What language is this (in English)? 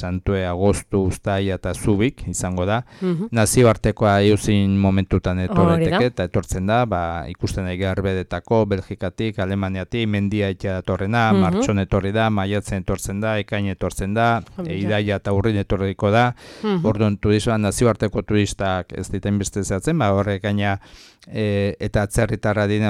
Basque